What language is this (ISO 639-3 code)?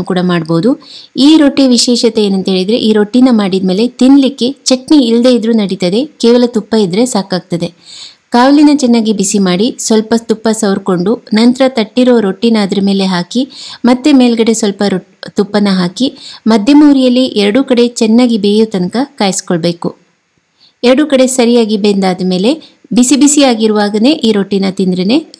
kan